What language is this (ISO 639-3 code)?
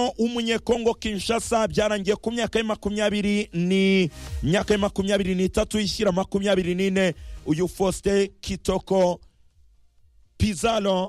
kin